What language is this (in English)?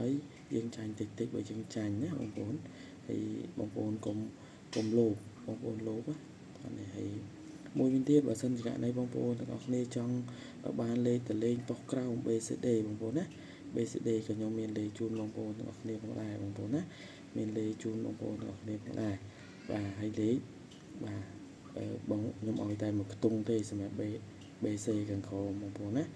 Khmer